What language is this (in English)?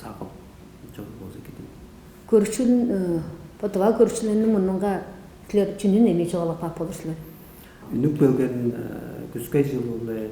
Tuvinian